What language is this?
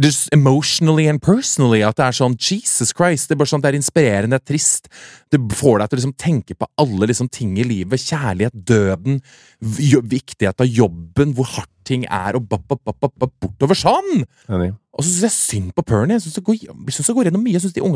Norwegian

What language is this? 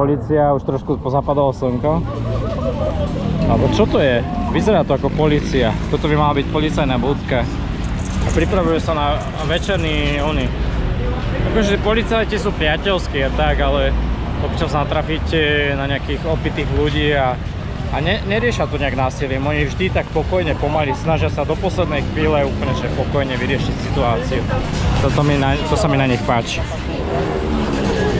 Slovak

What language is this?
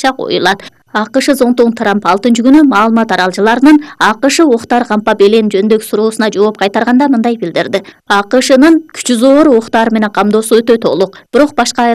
Kyrgyz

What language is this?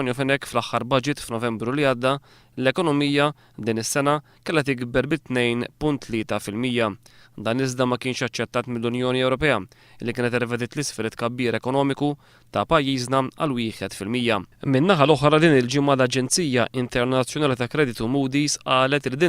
Maltese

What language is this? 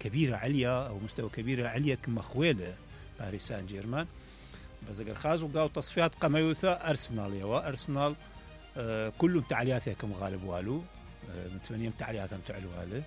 Mesopotamian Arabic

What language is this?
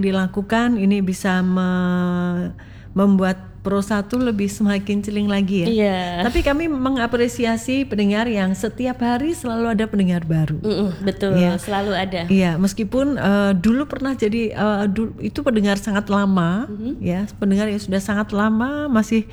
Indonesian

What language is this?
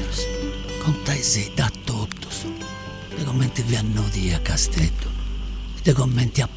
Sardinian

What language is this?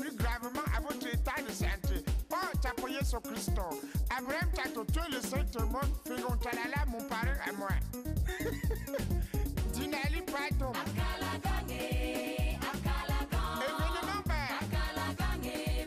French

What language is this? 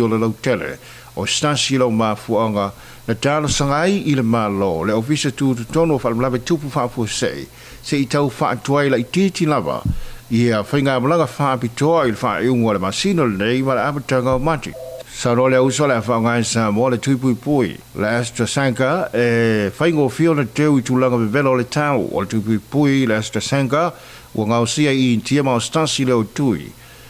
Samoan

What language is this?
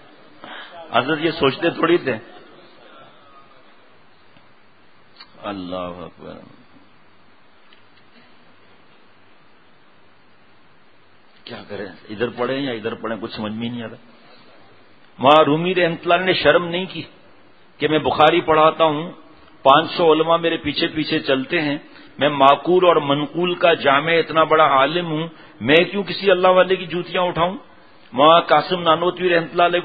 Urdu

